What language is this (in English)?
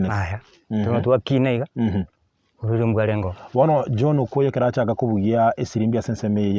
Gusii